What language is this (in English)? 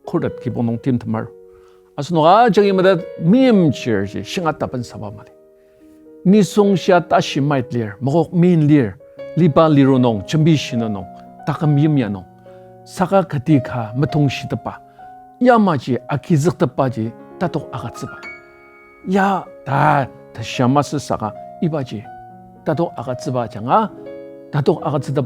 Ao Naga